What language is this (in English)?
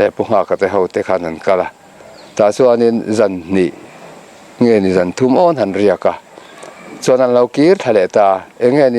Mizo